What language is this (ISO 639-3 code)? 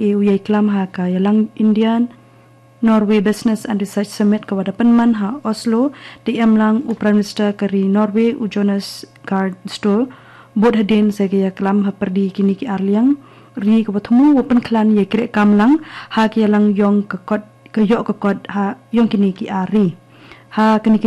kha